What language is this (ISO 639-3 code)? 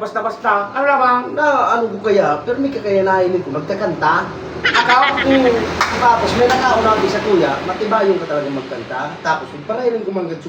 bik